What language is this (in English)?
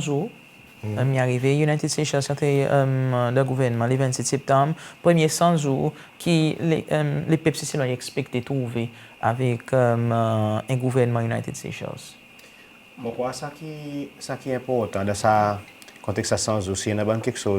Seselwa Creole French